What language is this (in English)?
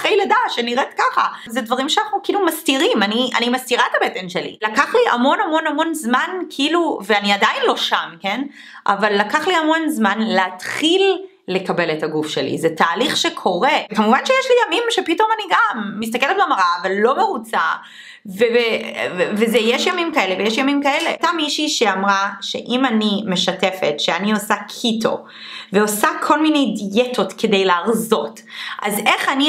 Hebrew